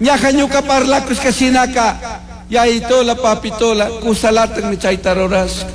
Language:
Chimborazo Highland Quichua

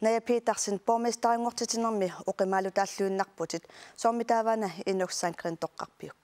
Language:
Kalaallisut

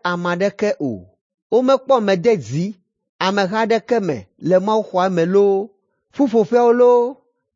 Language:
Ewe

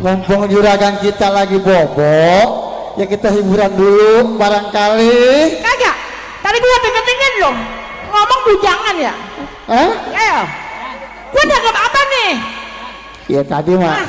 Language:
Betawi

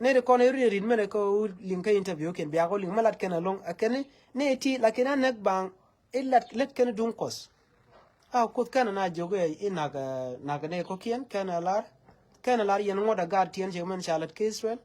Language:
Nuer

